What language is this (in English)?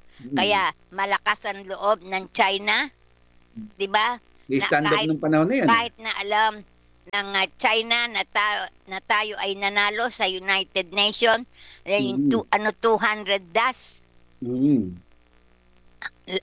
Filipino